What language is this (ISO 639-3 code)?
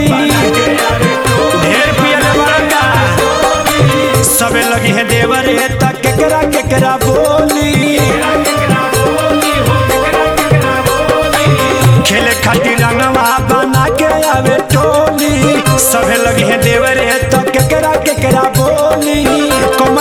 bho